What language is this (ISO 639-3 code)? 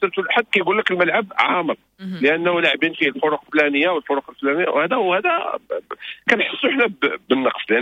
ary